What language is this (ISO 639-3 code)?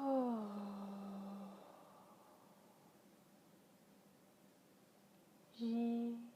nan